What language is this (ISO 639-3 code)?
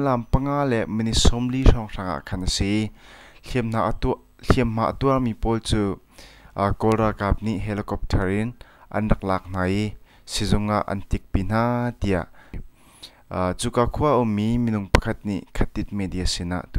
cnh